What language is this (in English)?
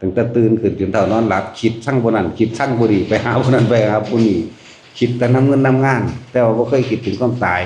Lao